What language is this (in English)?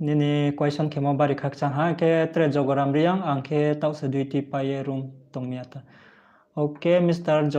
Riang (India)